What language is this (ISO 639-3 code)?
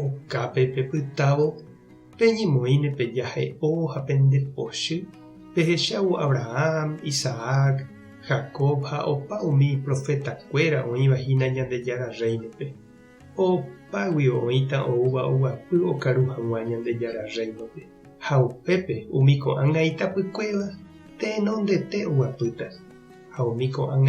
grn